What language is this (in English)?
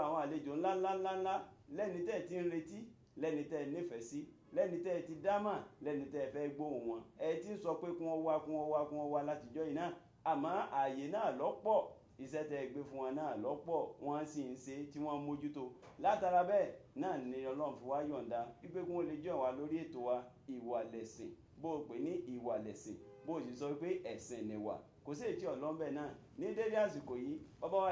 Yoruba